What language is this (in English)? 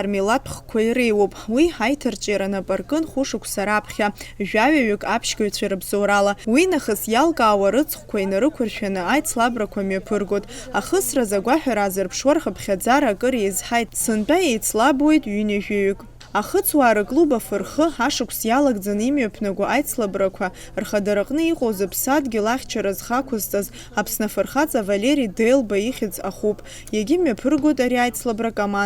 Abkhazian